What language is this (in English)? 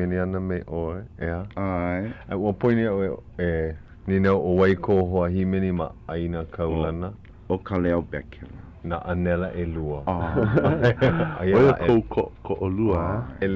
Hawaiian